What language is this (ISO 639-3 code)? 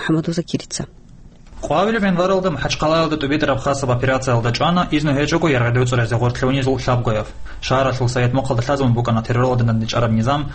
ava